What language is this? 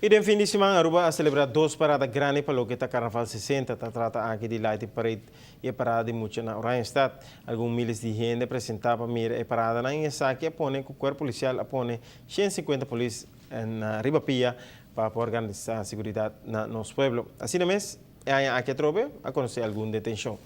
Papiamento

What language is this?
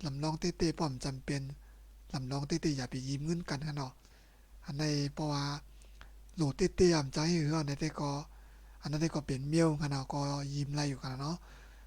Shan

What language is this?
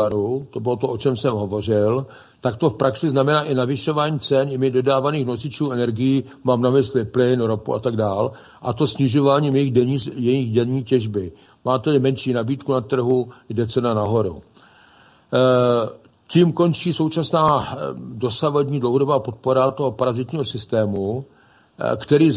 Czech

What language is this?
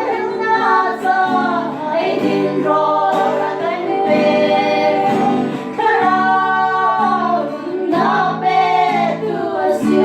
Hakha Chin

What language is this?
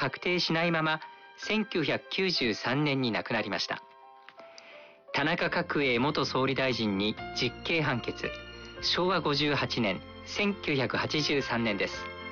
Japanese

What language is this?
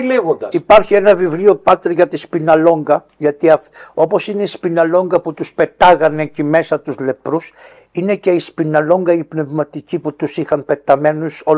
Greek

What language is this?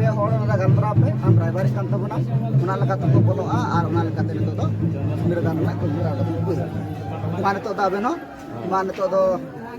Santali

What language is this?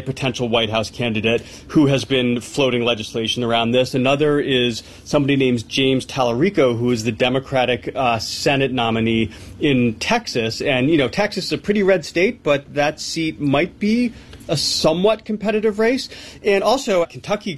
English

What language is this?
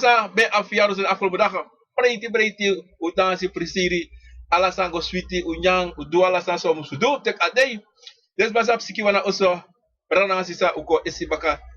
Sranan Tongo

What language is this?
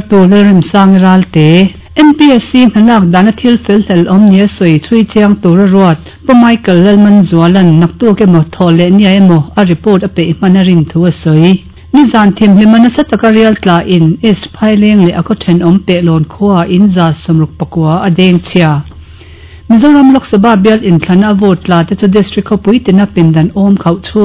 Mizo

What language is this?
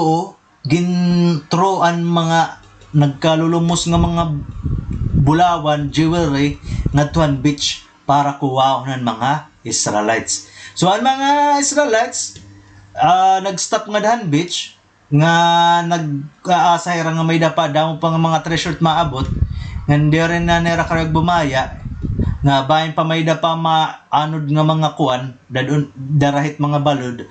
Waray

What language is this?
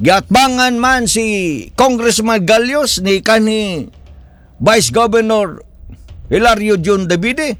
Cebuano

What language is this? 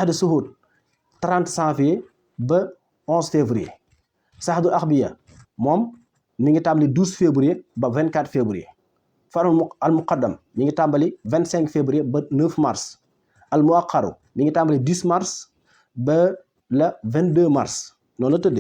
Wolof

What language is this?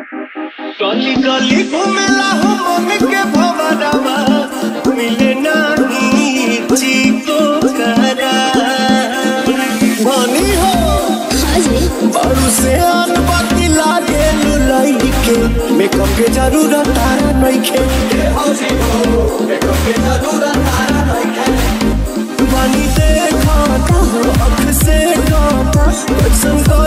Bhojpuri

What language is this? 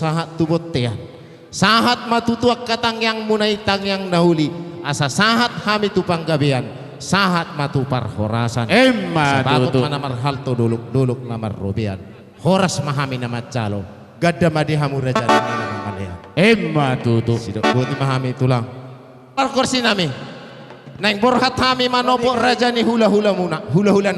Batak Toba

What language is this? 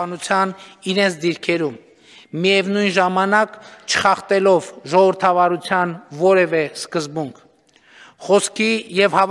Armenian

